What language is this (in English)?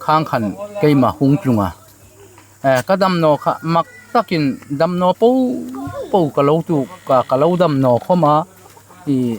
Hmar